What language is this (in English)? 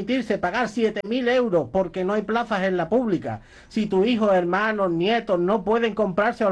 Spanish